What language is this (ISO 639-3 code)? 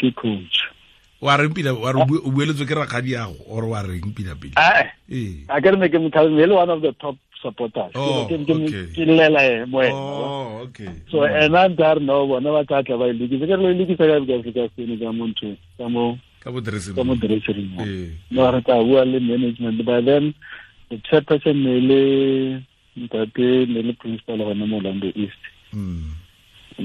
tsn